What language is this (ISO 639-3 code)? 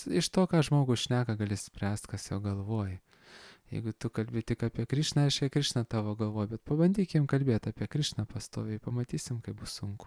lit